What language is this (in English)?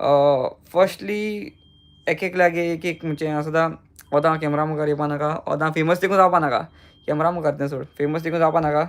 Konkani